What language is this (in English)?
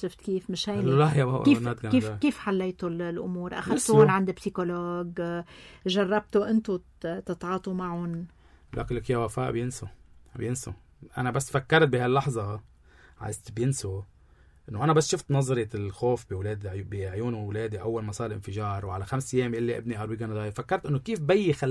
North Levantine Arabic